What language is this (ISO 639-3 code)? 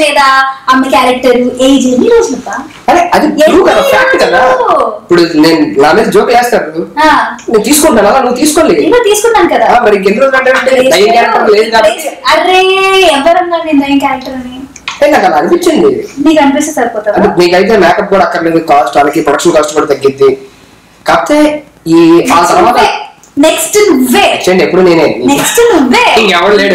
tel